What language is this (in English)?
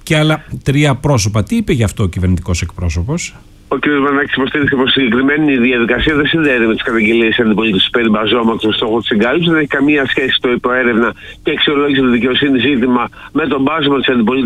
Greek